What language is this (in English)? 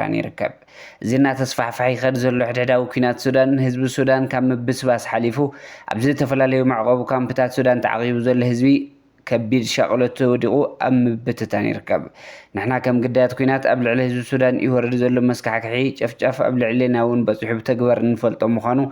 Tigrinya